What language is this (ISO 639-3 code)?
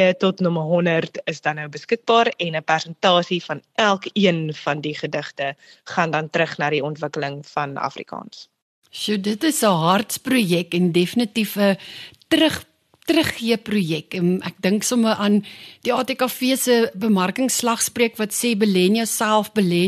afr